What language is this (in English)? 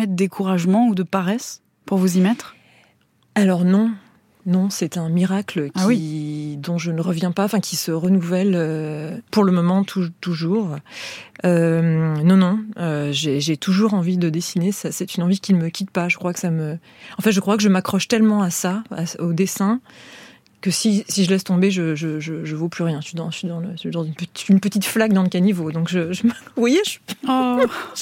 French